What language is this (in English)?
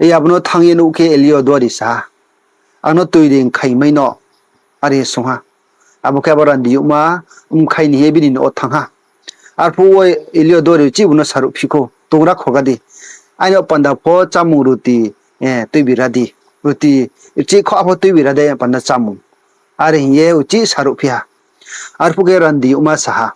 Riang (India)